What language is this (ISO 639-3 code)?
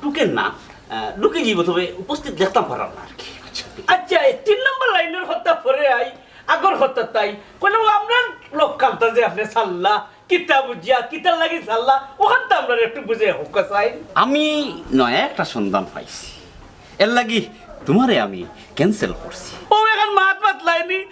syl